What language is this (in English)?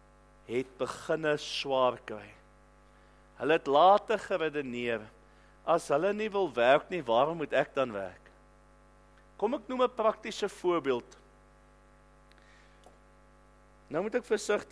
Afrikaans